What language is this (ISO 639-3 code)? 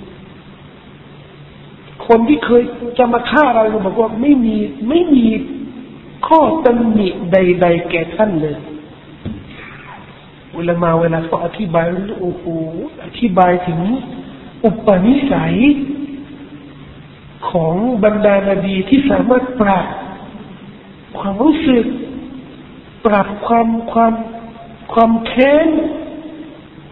tha